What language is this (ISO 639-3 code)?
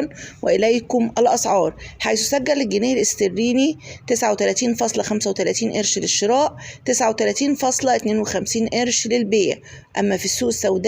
arz